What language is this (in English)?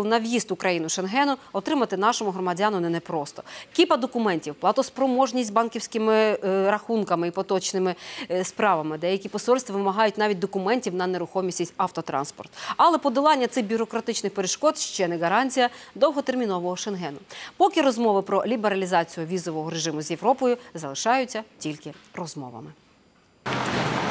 Ukrainian